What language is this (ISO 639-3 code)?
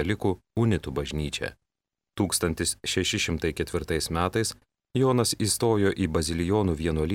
lit